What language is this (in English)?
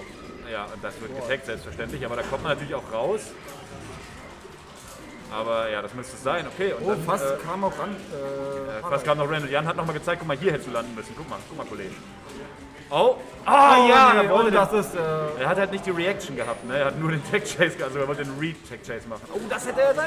German